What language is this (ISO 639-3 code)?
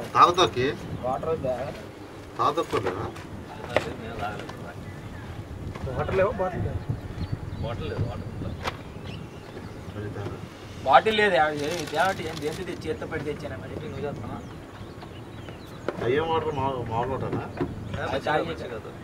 tel